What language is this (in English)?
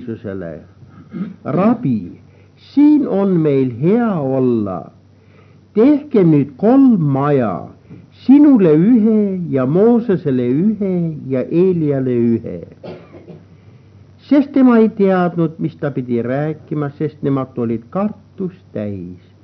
Estonian